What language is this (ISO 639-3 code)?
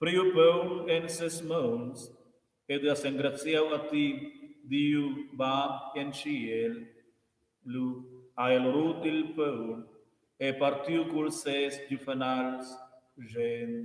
roh